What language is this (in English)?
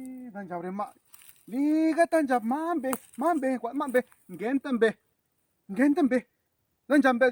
Zapotec